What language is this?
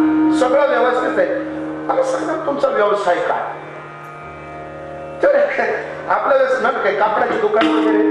Marathi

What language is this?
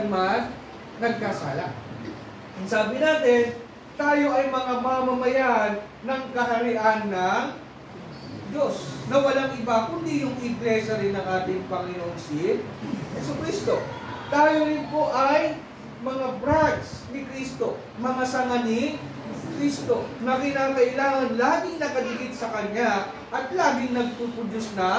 Filipino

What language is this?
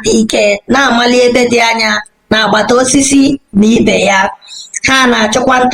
Igbo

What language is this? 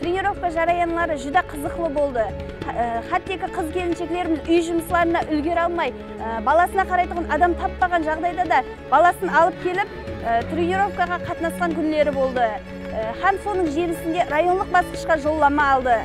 Kara-Kalpak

